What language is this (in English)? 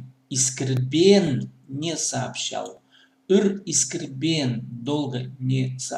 Khakas